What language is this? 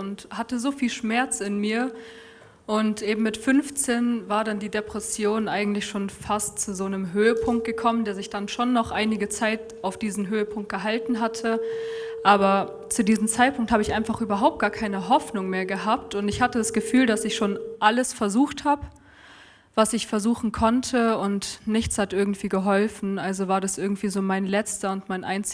Swiss German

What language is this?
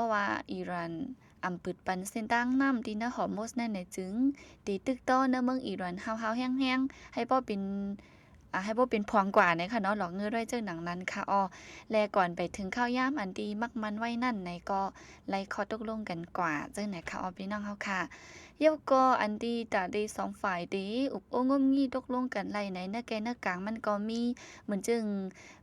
Shan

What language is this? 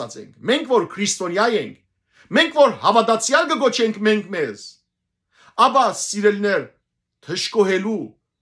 Western Armenian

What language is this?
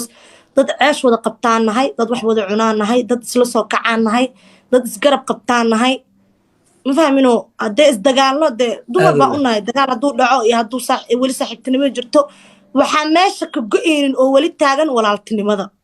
Somali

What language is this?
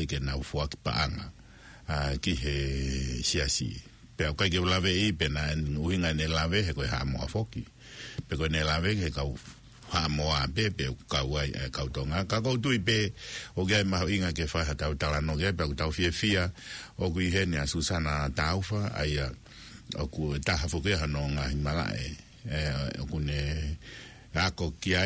Tongan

